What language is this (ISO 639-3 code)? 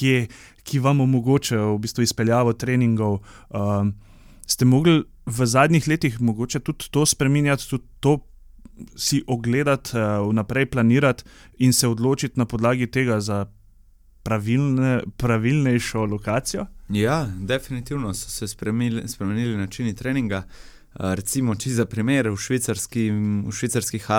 slv